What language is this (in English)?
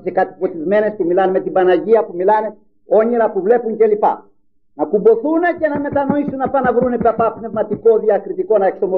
Greek